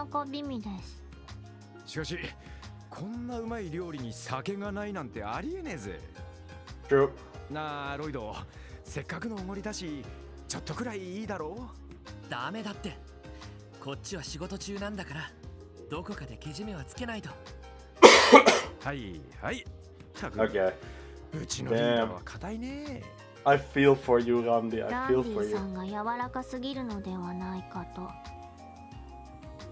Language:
Japanese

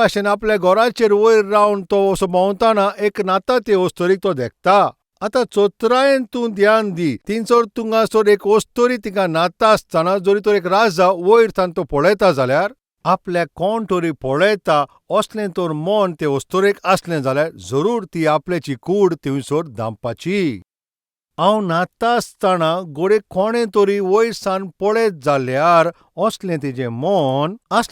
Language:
Konkani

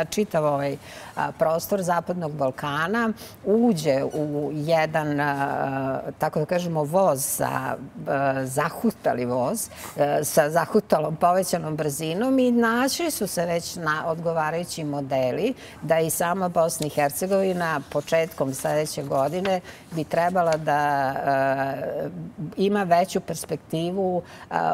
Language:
Serbian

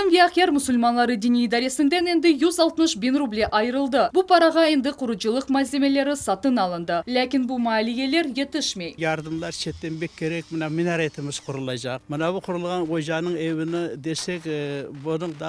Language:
Crimean Tatar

